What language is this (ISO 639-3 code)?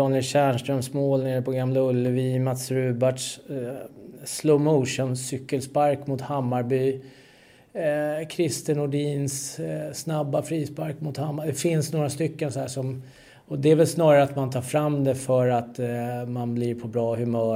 swe